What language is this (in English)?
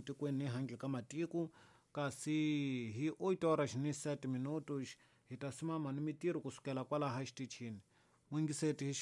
Tsonga